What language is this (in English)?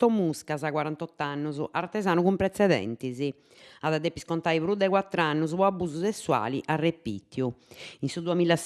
Sardinian